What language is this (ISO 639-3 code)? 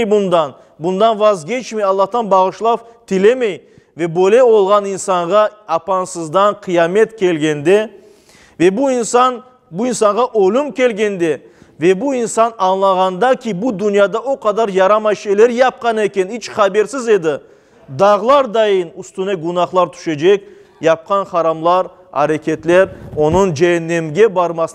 crh